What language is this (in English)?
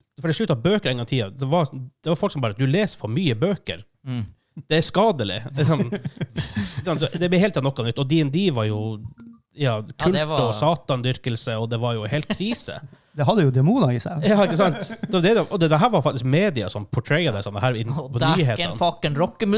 Norwegian